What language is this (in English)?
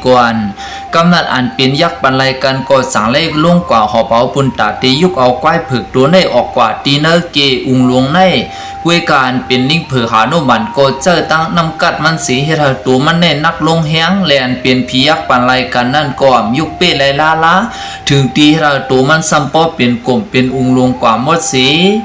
Shan